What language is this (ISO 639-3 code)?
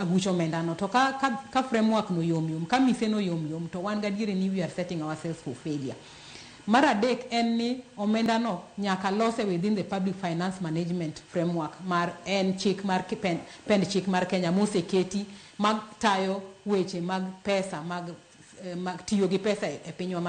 luo